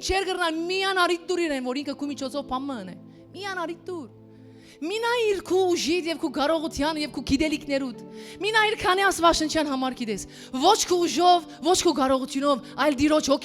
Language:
Western Armenian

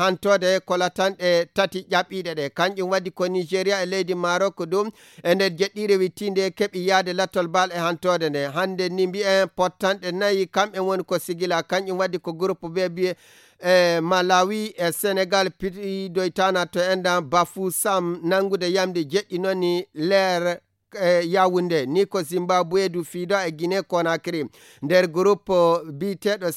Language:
Fula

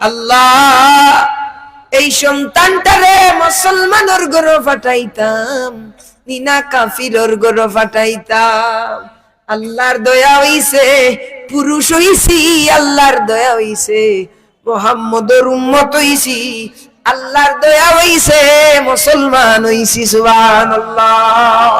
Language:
Sylheti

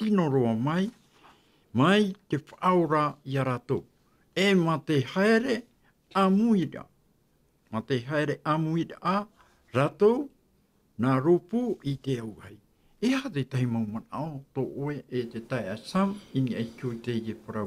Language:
Tahitian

